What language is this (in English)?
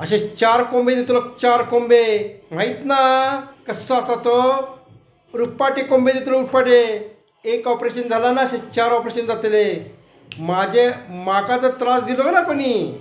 Konkani